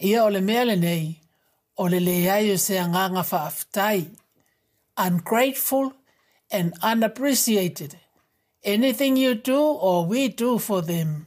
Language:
Samoan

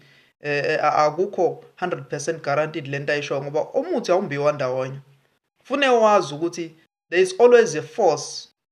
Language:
Zulu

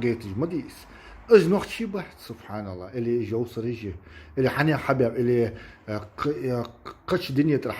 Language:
Chechen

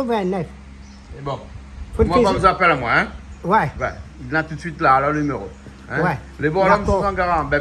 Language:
Réunion Creole French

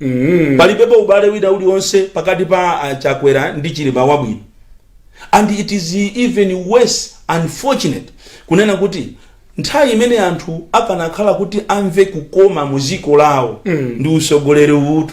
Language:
Nyanja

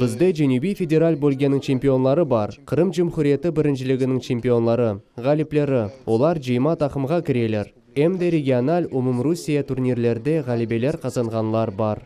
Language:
Crimean Tatar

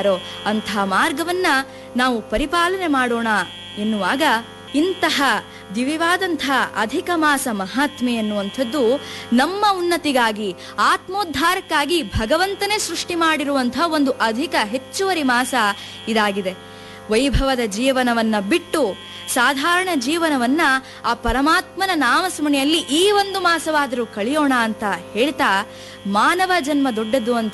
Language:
Kannada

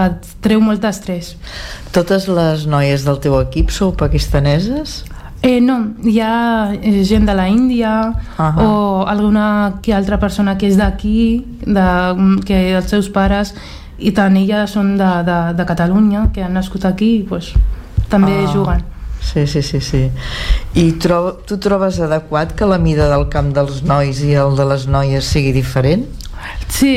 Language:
Catalan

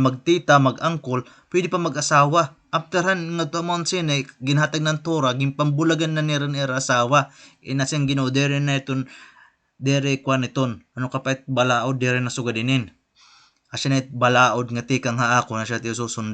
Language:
Waray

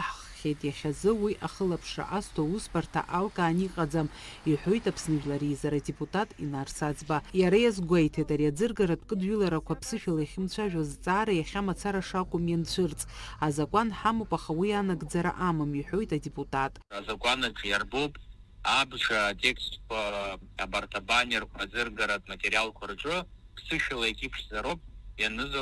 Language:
Abkhazian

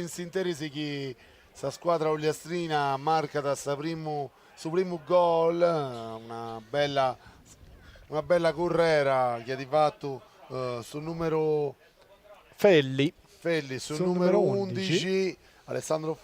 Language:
Sardinian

